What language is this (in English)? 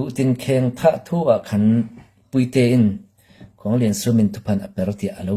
Falam Chin